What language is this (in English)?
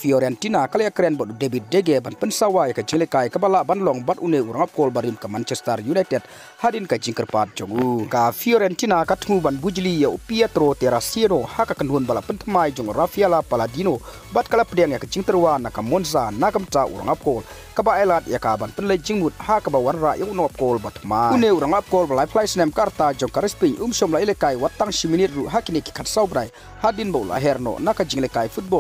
Khasi